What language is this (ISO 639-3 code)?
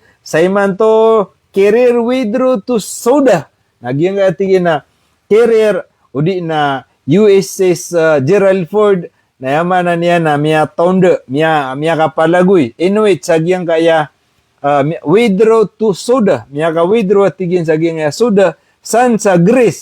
mrw